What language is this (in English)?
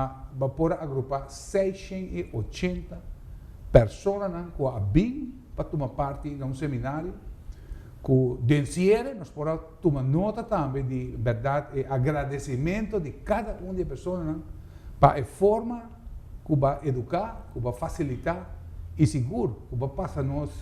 Papiamento